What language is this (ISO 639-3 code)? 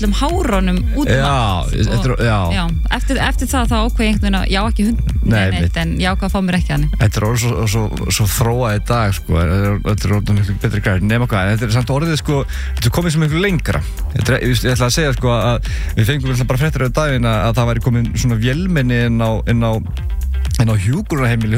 isl